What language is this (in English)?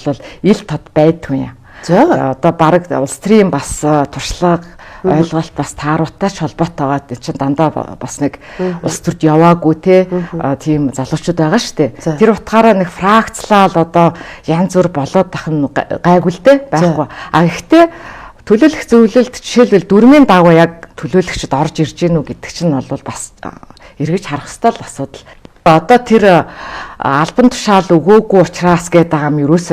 Mongolian